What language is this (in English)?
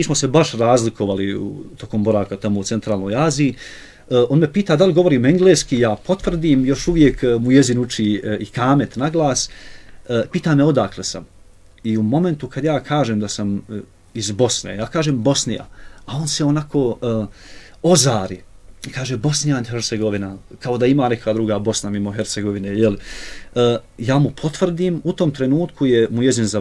Bosnian